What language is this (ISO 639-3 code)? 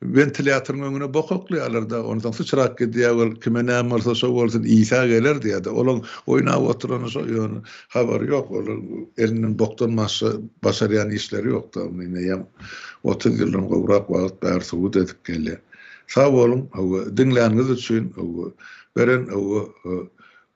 tuk